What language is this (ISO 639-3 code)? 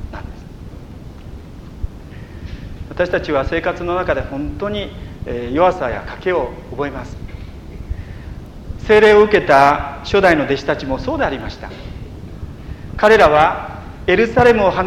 jpn